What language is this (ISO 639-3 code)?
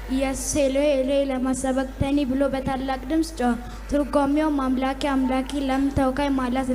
amh